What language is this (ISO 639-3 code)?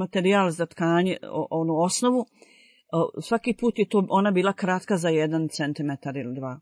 bos